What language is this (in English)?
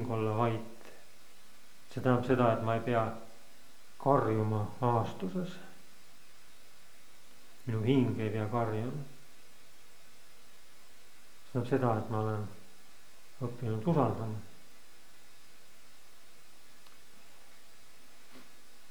Estonian